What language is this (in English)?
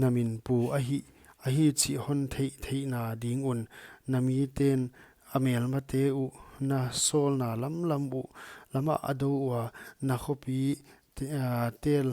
Paite Chin